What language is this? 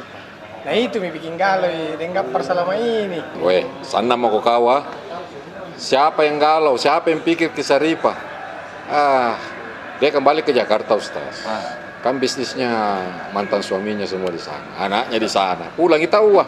Makassar Malay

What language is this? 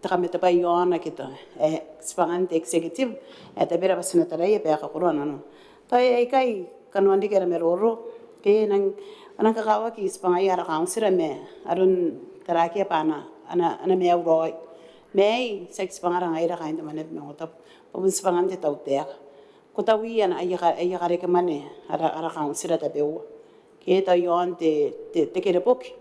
Gilbertese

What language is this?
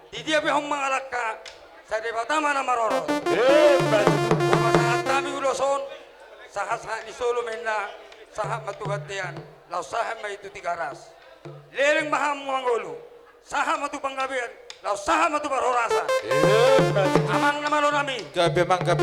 Batak Toba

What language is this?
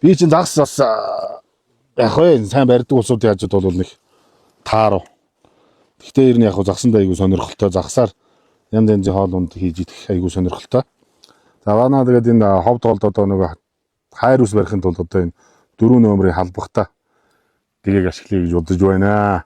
Mongolian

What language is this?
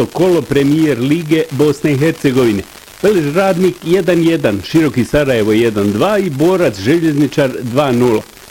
Bosnian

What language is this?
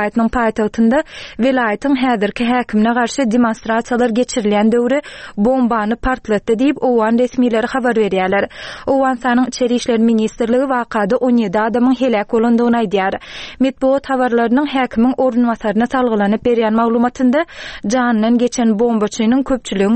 Turkmen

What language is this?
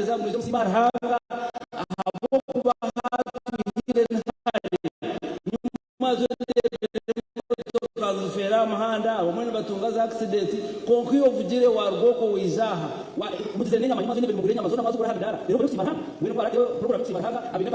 Nyankole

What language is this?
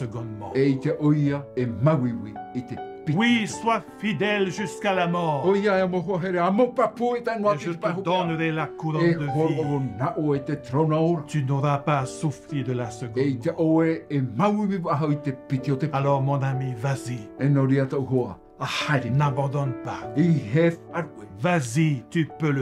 Tahitian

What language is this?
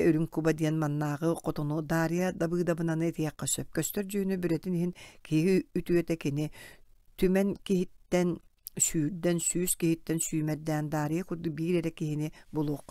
Yakut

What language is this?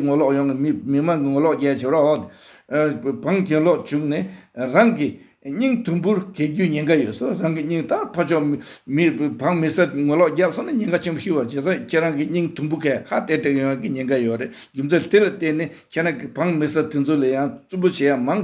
Tibetan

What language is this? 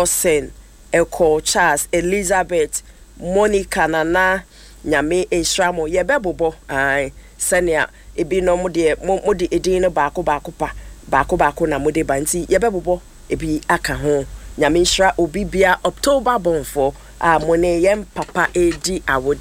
Akan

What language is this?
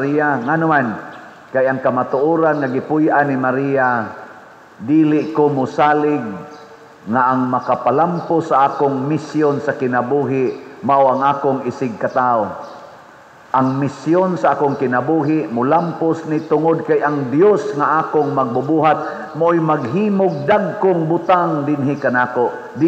Cebuano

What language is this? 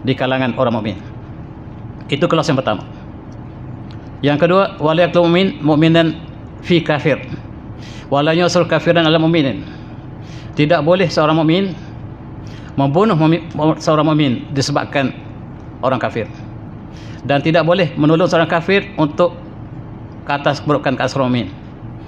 Malay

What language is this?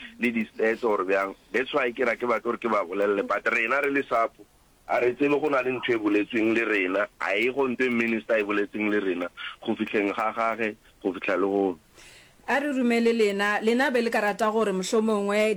Northern Sotho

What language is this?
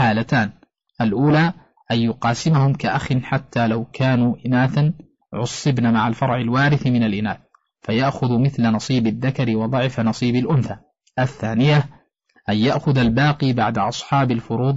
Arabic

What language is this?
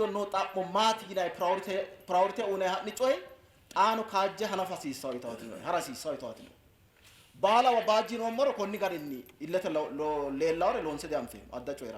Sidamo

